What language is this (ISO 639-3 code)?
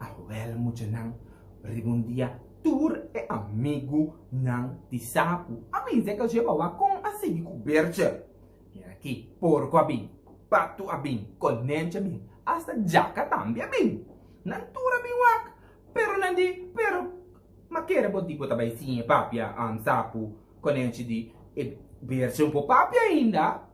pap